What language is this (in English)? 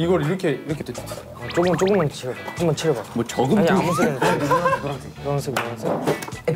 Korean